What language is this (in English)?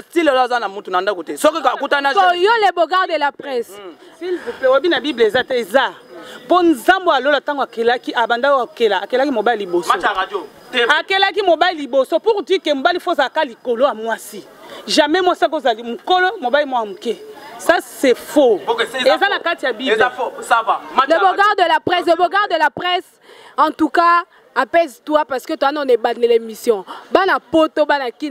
Lingala